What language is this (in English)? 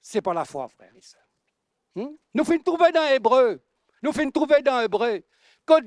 Morisyen